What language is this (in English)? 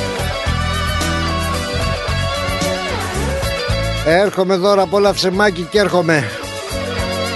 Greek